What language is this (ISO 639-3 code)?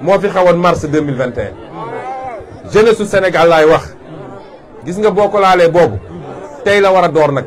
wol